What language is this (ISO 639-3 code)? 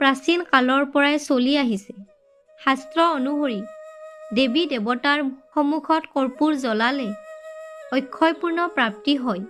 asm